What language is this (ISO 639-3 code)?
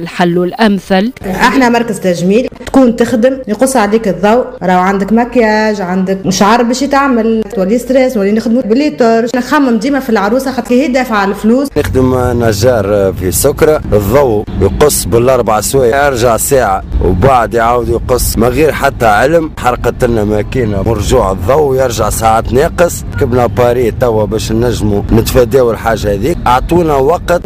aeb